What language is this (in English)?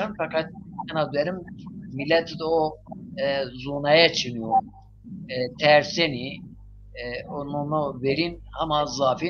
Zaza